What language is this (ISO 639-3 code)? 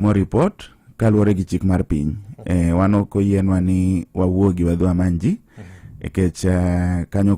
luo